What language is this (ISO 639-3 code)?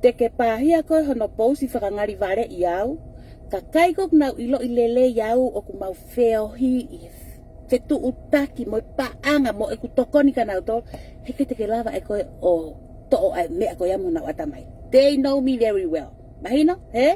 ton